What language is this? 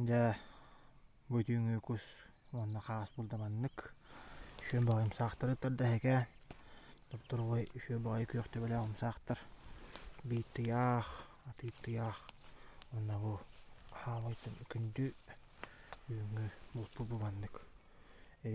Yakut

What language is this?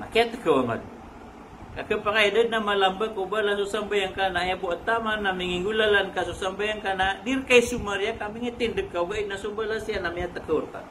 Maranao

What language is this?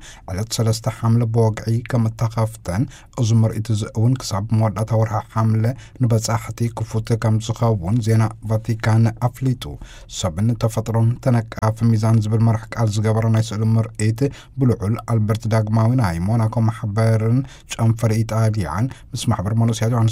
Tigrinya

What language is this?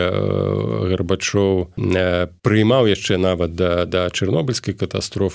Belarusian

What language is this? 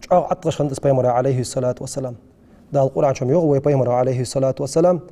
Ingush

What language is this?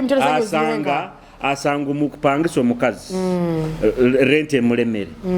Nyoro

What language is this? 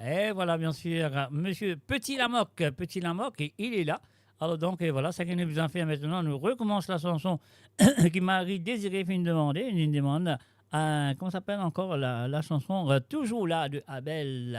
Morisyen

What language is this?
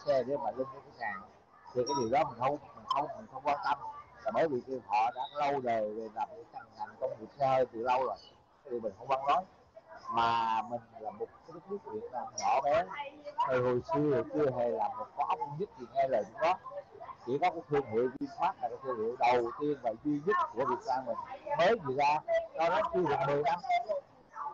Vietnamese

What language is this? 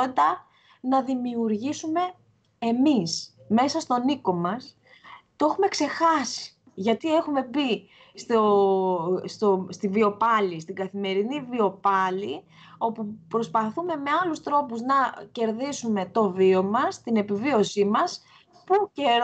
Greek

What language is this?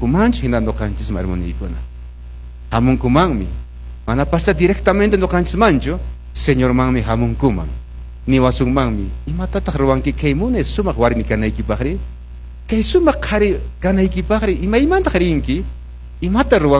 Quechua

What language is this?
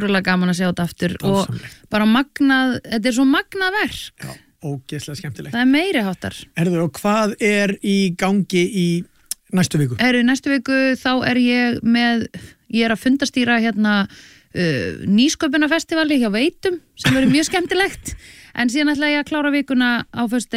Icelandic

